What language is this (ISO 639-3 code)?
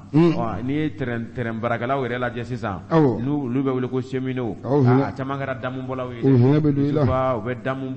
bam